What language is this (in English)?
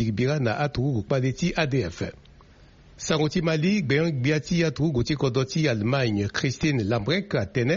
Sango